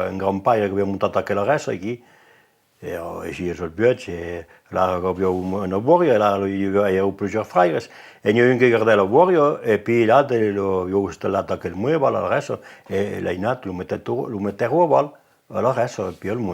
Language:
Occitan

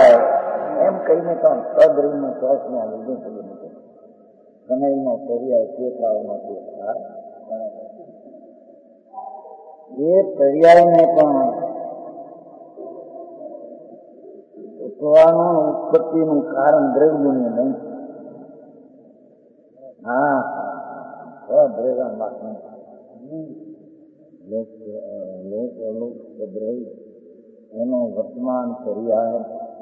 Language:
Gujarati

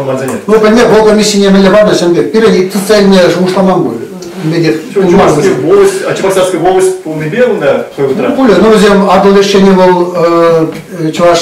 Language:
Chuvash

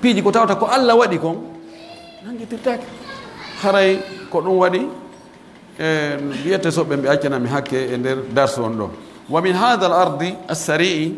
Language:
Pular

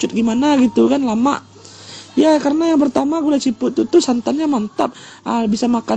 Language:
Minangkabau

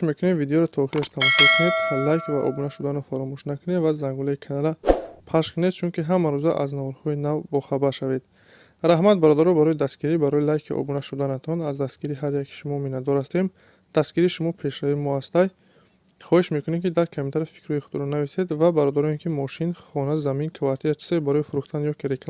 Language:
Tajik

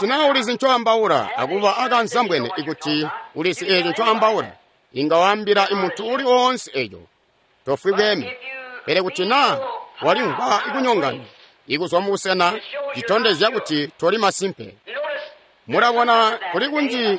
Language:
Tonga (Zambia)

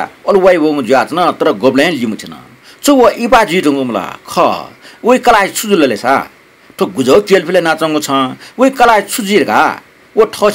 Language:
Newari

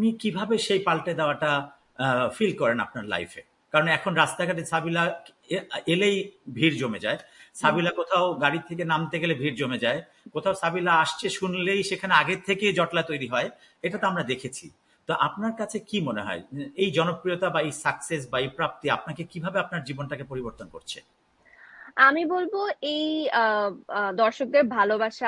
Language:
Bangla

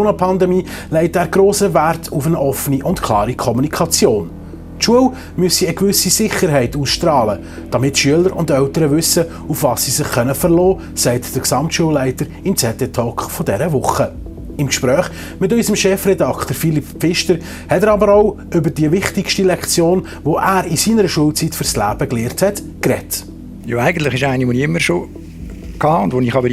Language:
Swiss German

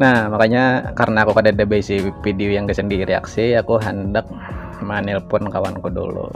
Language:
Banjar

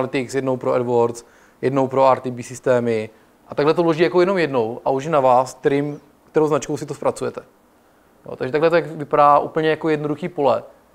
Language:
Czech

